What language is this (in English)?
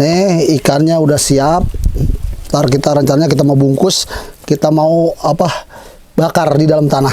Betawi